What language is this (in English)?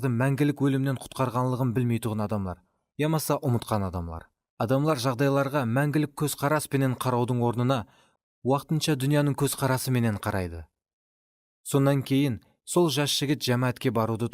Kara-Kalpak